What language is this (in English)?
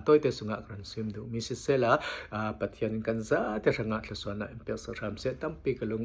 Falam Chin